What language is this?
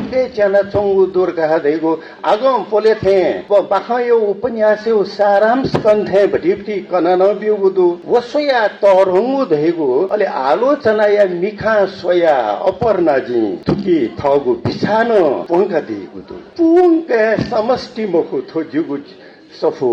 Newari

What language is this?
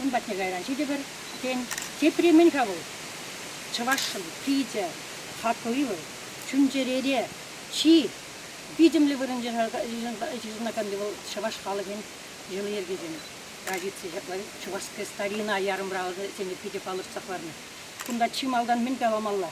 Chuvash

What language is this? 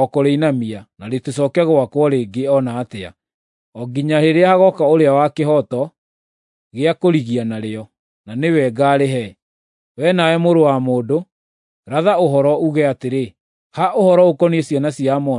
Kikuyu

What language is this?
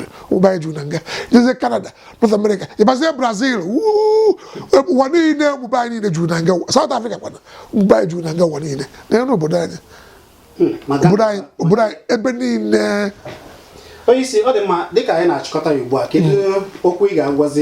Igbo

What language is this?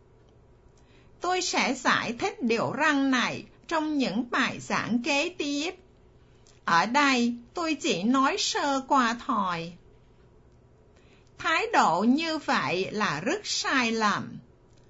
Vietnamese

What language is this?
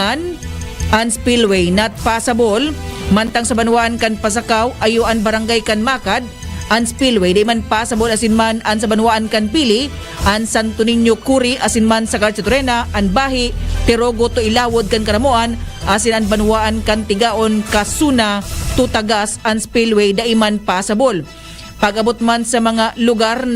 Bikol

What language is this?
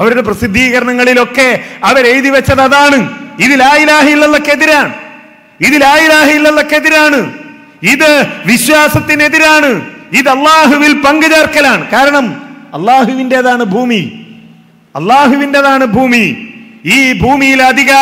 Malayalam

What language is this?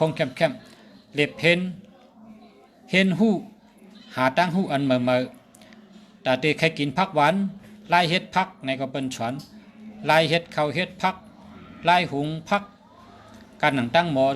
Shan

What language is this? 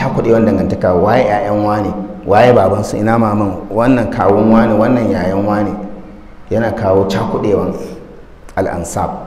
Hausa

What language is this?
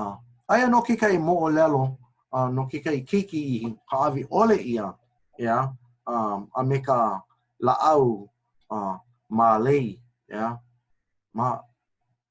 Hawaiian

